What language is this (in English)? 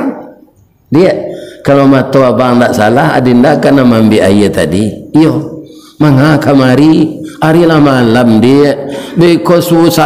Malay